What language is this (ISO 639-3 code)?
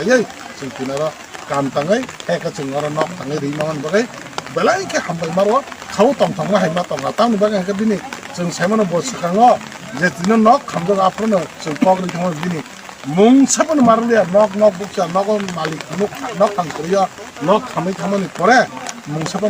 trp